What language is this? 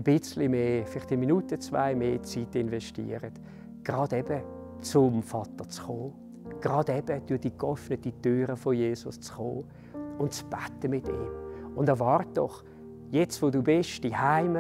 Swiss German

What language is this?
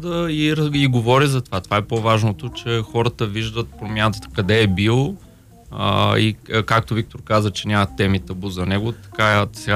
Bulgarian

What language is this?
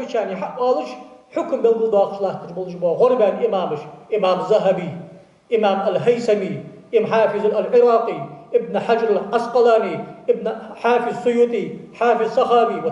Ingush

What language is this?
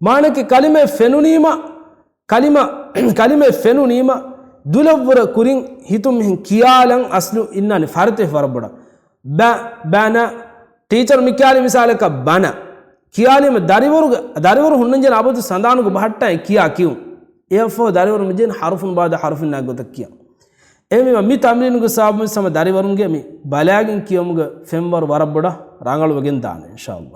Divehi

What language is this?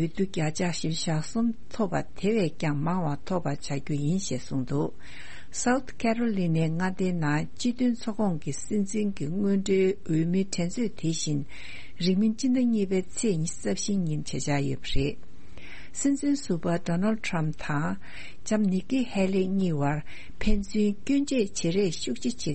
Tibetan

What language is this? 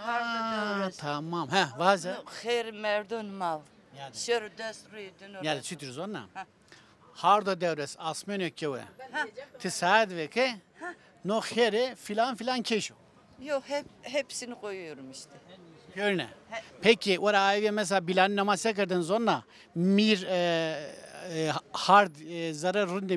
Zaza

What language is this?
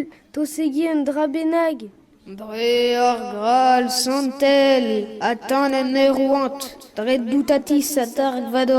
Breton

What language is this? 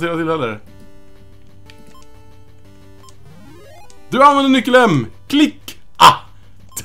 Swedish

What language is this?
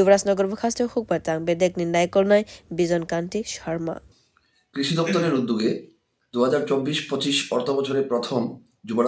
Kok Borok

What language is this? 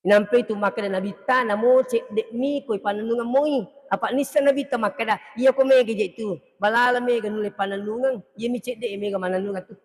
Buginese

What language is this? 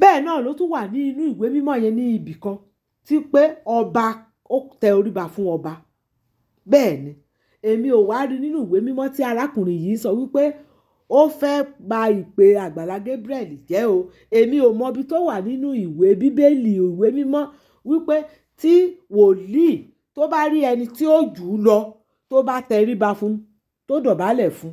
Yoruba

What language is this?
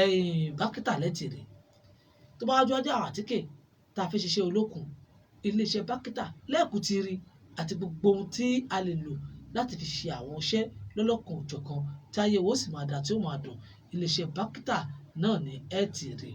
Yoruba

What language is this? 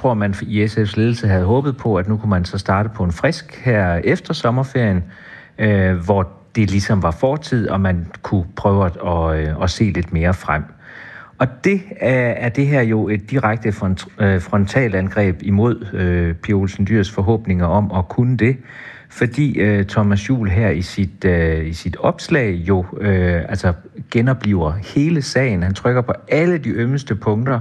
Danish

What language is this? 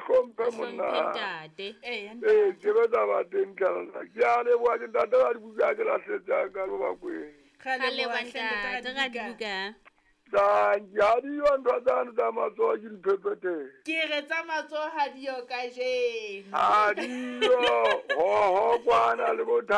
Southern Sotho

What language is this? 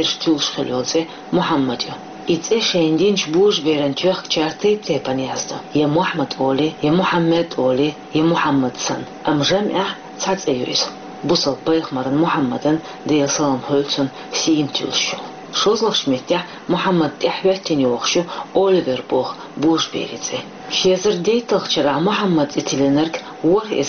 Chechen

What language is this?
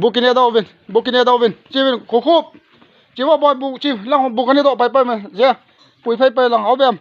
Lao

